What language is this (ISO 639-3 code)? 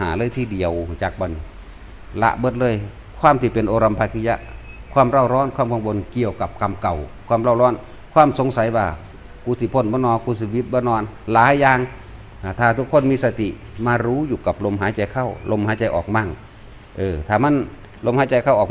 tts